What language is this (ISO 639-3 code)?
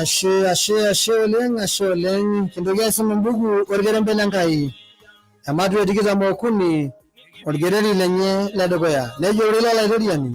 mas